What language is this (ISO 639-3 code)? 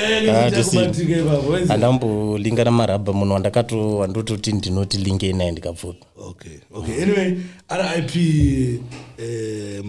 sna